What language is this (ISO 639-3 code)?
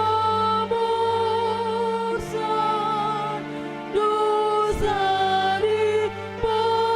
bbc